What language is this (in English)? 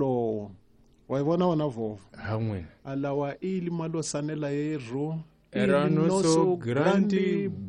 Tsonga